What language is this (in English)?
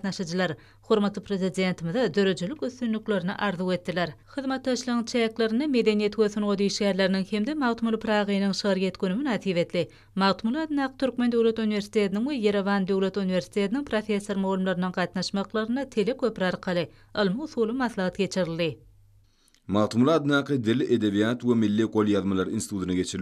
Turkmen